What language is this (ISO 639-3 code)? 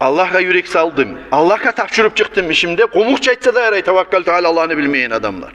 kum